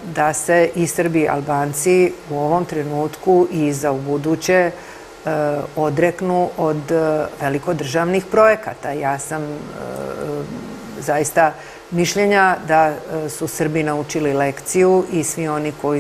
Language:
Serbian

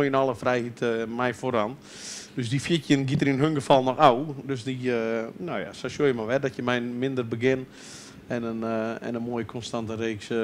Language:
Western Frisian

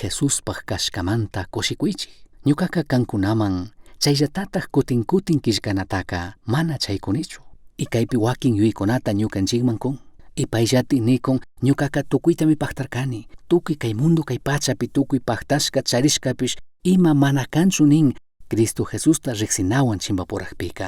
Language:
Chimborazo Highland Quichua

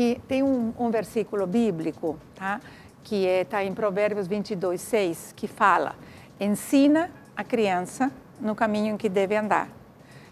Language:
Portuguese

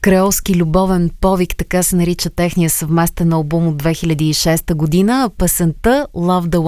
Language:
Bulgarian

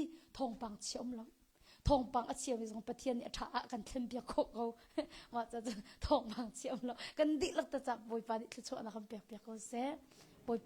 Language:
Hakha Chin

